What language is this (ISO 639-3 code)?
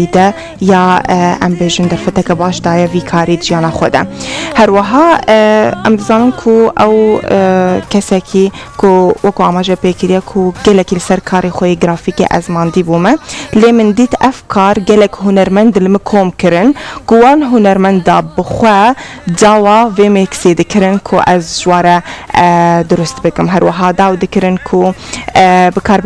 kur